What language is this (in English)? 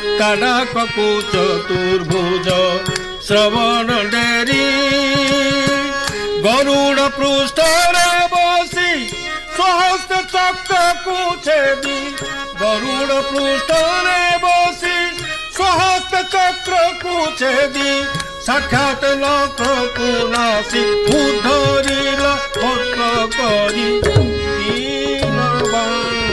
Odia